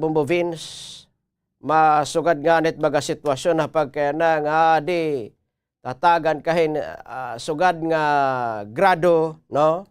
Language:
Waray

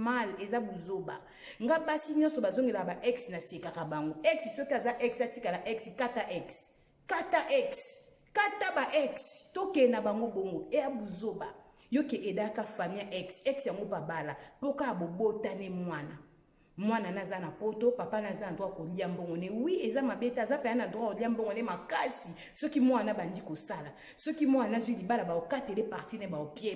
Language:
Lingala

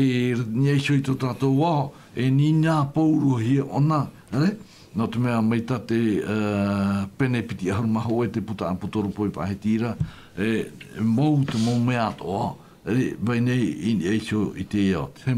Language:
Tahitian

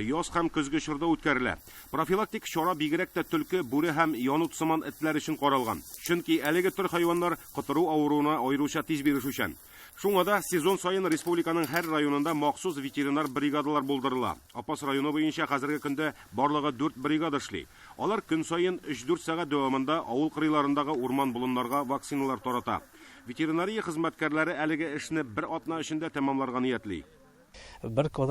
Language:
Tatar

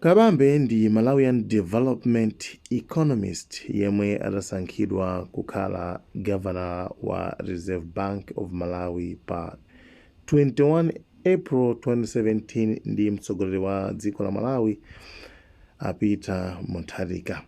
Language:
Nyanja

